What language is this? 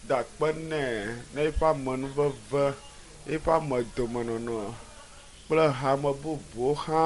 Ewe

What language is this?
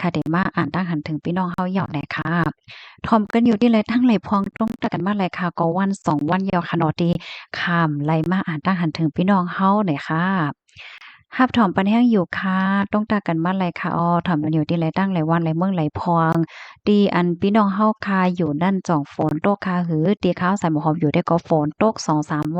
Shan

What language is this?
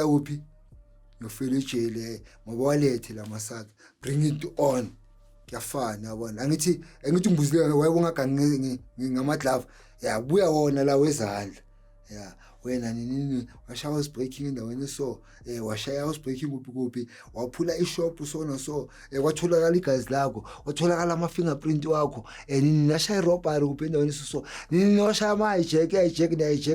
Zulu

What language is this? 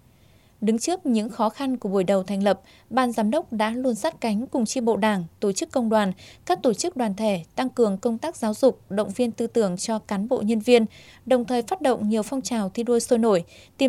Vietnamese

